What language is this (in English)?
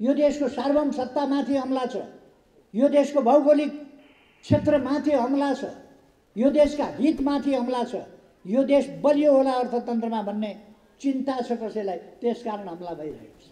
Nepali